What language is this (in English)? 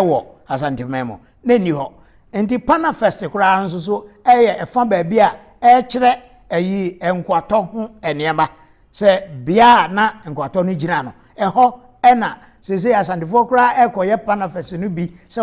Akan